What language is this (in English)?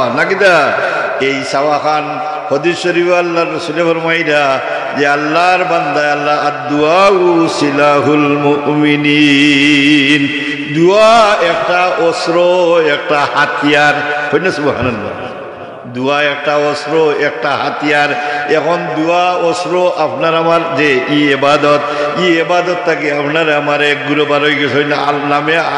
Sylheti